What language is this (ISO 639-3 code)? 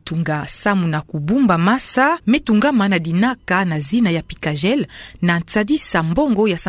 ktu